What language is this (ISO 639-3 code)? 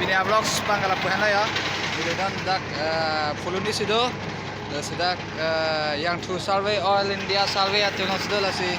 mjw